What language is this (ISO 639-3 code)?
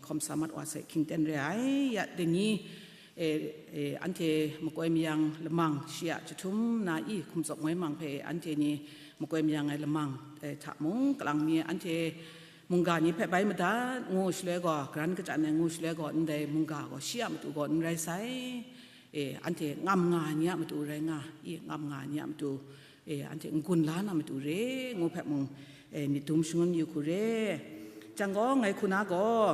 kac